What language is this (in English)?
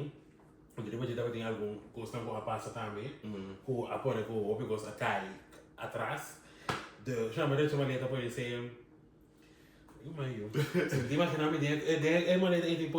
Papiamento